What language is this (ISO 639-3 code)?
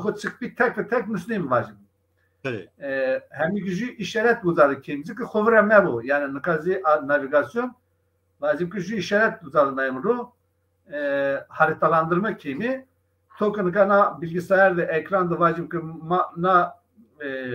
zza